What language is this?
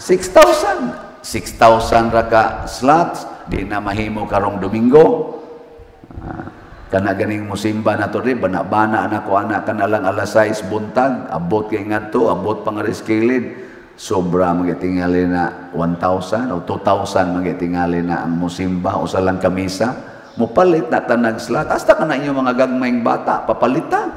Cebuano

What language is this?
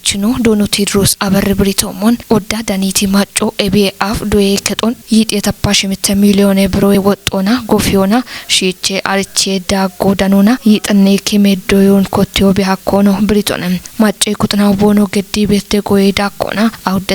Kafa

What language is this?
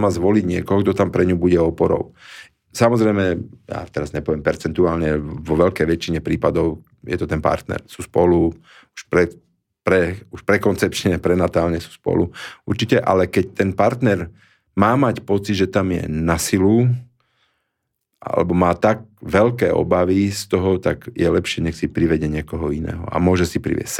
Slovak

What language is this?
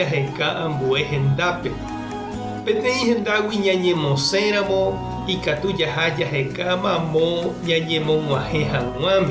Guarani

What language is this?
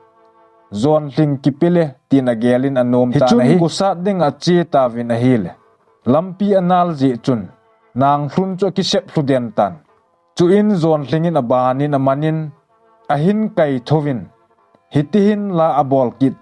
Thado Chin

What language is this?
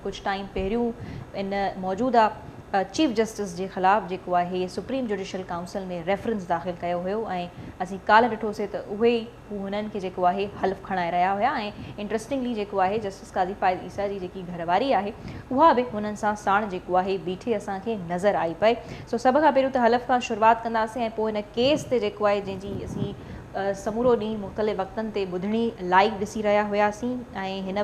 Sindhi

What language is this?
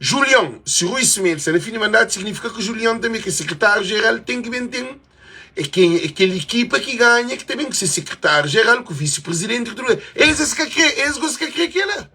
Kabuverdianu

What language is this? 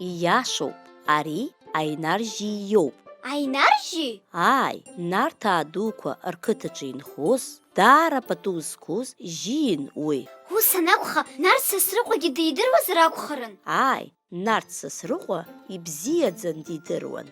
Abkhazian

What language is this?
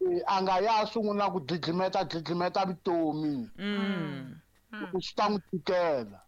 Tsonga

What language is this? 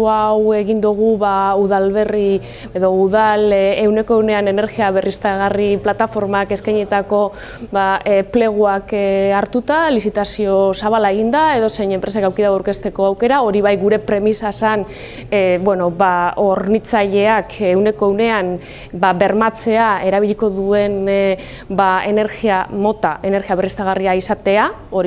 Basque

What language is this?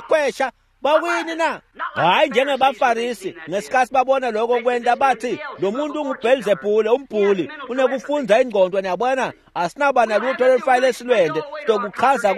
Swati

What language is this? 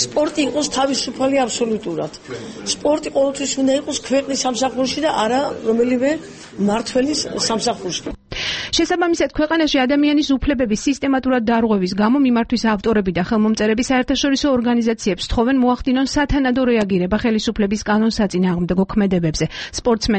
Georgian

